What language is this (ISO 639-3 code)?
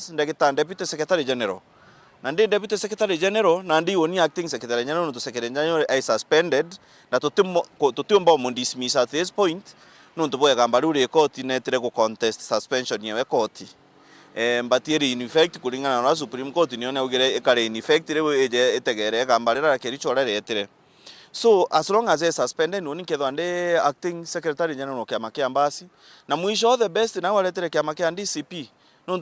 mer